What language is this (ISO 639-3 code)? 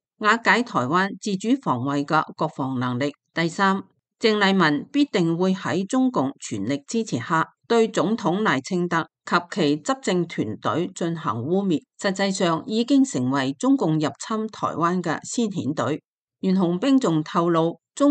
yue